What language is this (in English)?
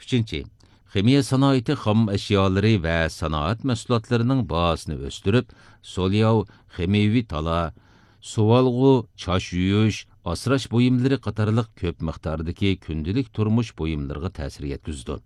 Uyghur